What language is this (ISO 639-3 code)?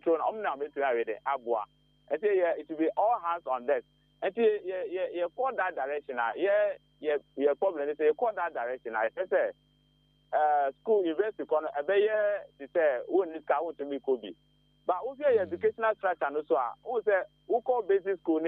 aka